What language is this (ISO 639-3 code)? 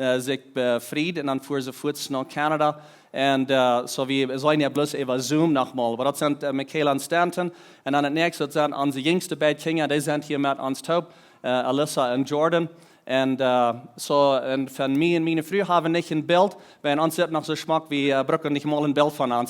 pdt